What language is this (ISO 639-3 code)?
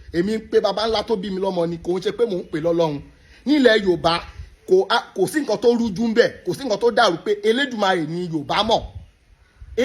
yor